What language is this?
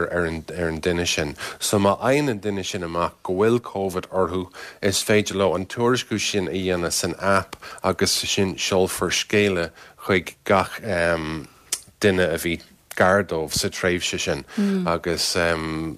Irish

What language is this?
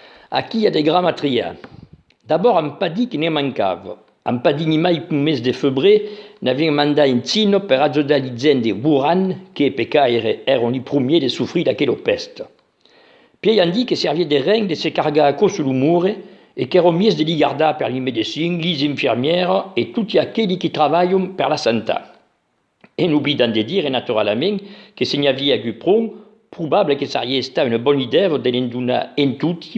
Occitan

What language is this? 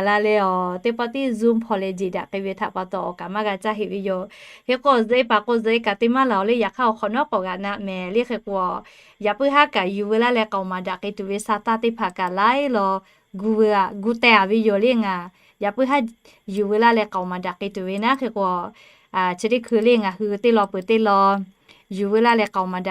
Lahu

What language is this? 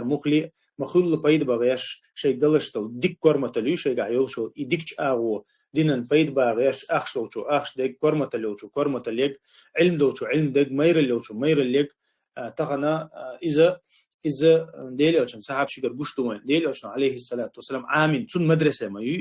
Chechen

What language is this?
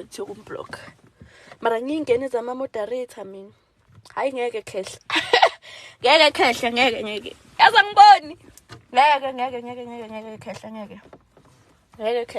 Zulu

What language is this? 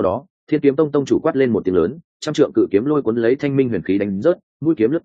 Vietnamese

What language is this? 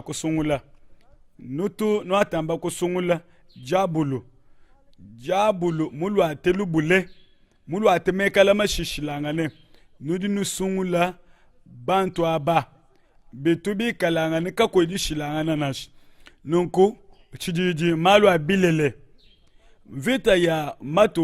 Luba-Lulua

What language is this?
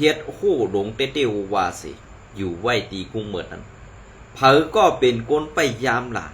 Shan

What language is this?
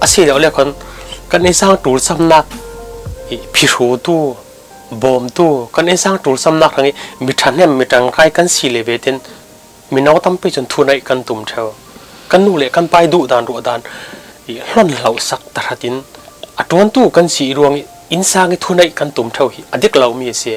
Falam Chin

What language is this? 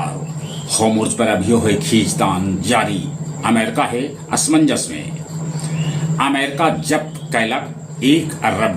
Magahi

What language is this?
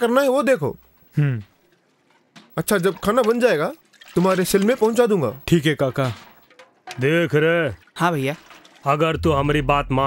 Hindi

